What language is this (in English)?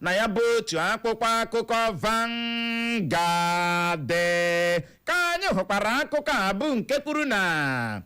Igbo